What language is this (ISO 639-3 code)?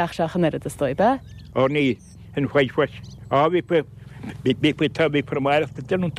gle